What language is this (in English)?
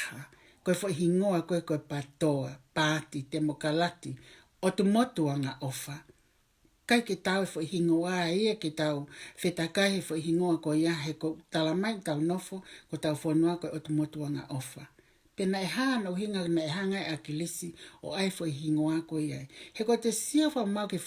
Tongan